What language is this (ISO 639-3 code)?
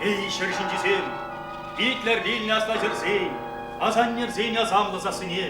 chv